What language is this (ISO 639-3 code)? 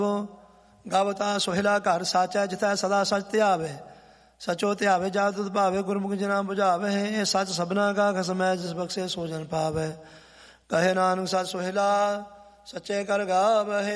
pan